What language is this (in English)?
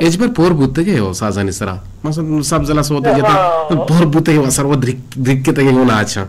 Eastern Balochi